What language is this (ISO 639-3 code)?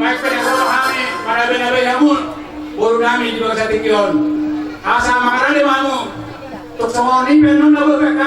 bbc